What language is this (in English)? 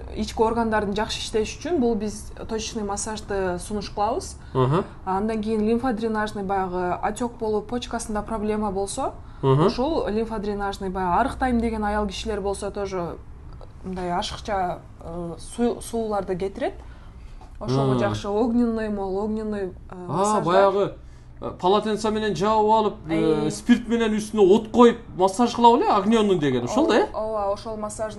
Kyrgyz